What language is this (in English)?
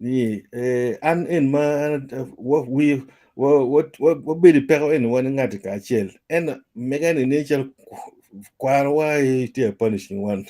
Acoli